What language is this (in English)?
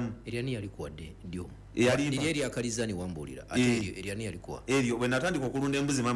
Ganda